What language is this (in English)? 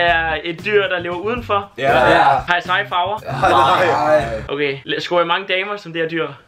Danish